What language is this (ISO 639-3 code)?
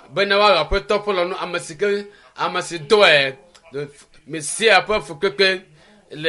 ewe